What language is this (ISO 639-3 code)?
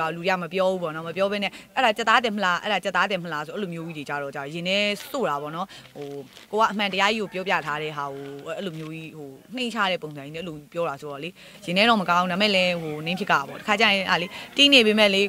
mya